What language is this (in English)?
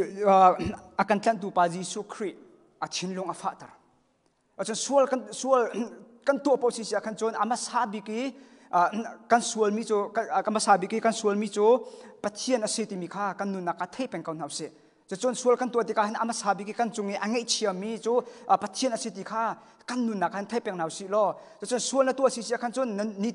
Hakha Chin